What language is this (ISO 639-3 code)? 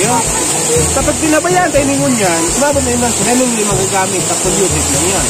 bik